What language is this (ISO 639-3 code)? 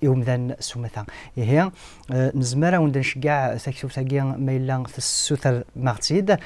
kab